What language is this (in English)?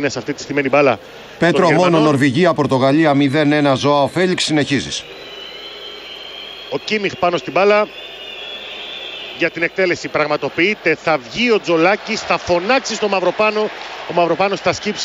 Greek